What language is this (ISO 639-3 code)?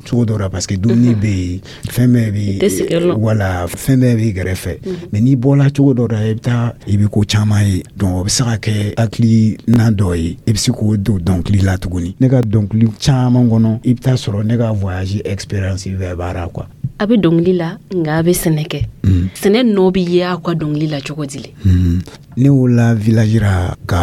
dyu